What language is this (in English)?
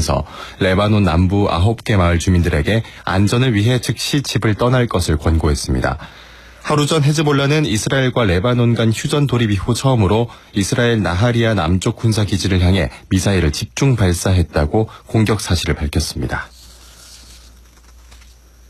Korean